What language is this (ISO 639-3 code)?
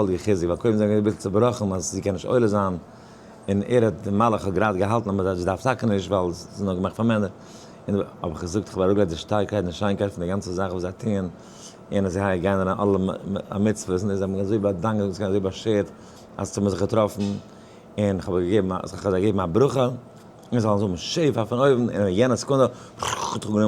yid